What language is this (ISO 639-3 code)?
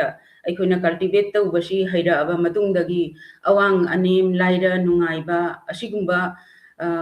mni